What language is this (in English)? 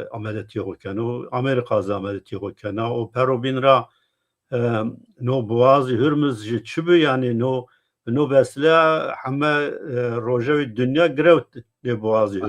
Zaza